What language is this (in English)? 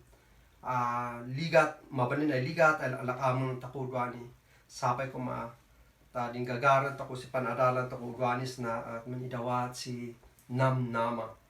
Kankanaey